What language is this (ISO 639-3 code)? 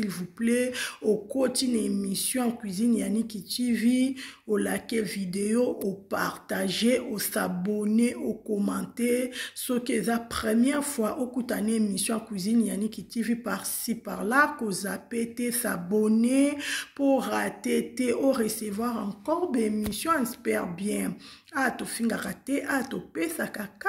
lin